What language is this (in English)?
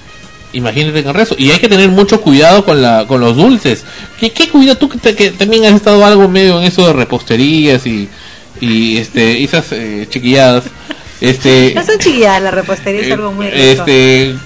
Spanish